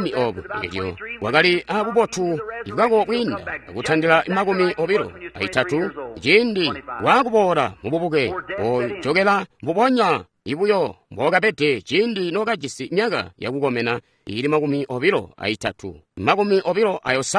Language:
Tonga (Zambia)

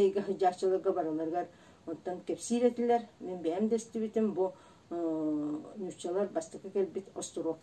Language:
Yakut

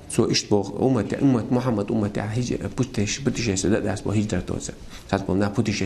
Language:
Chechen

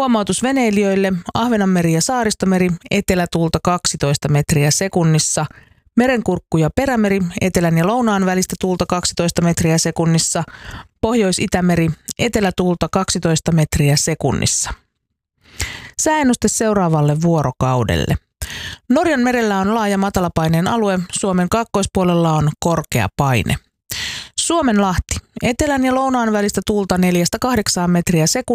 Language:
Finnish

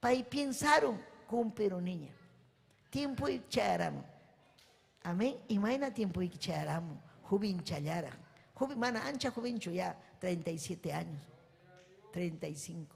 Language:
Ayacucho Quechua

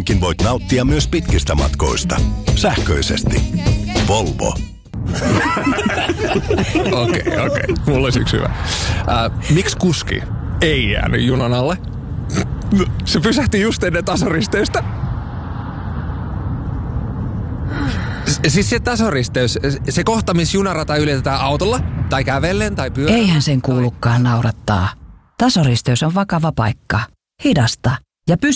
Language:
Finnish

